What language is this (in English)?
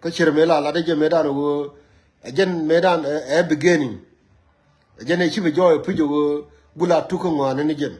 Nuer